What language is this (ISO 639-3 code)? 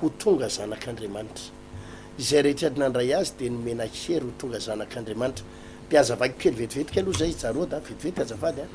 mlg